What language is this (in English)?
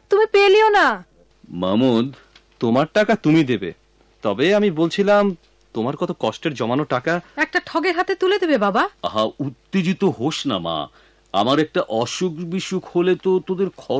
Bangla